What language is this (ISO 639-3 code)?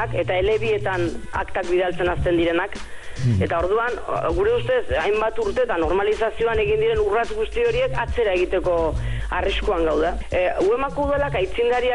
eus